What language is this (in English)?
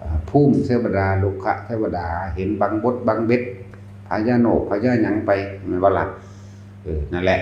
Northeastern Thai